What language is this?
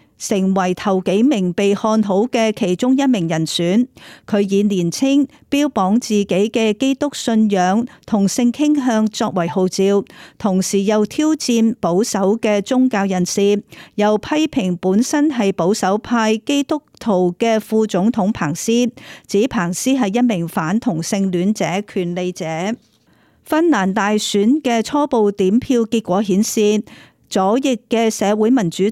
Cantonese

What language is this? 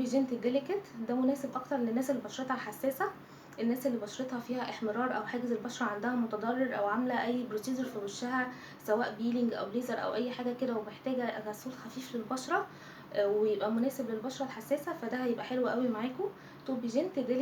Egyptian Arabic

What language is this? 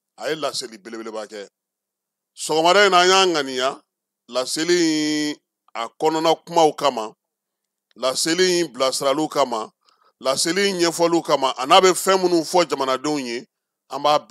Bambara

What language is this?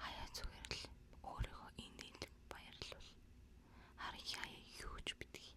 Mongolian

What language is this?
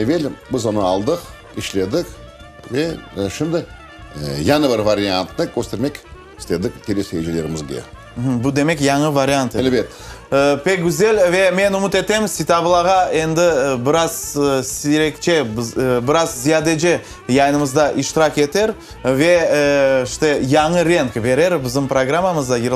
Crimean Tatar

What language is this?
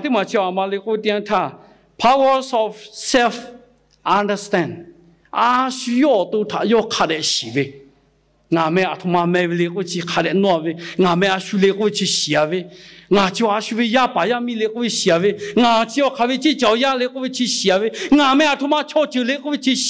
Lahu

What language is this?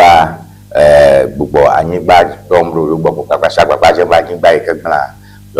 Ewe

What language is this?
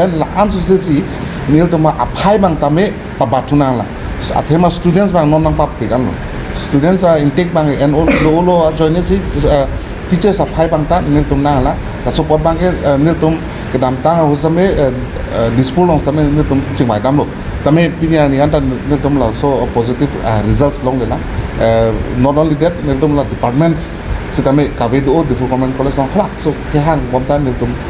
Karbi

